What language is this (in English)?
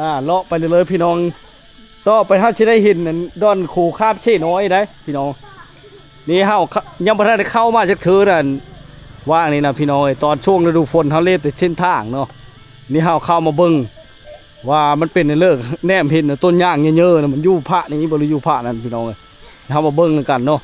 Lao